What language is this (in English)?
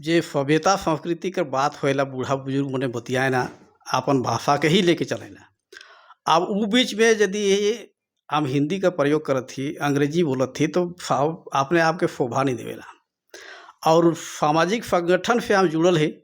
Sadri